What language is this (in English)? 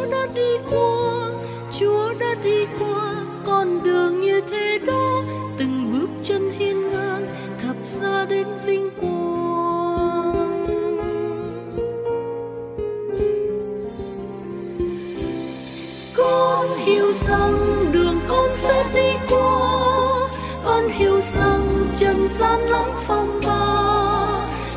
Vietnamese